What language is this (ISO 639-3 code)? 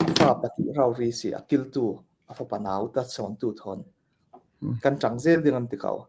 cfm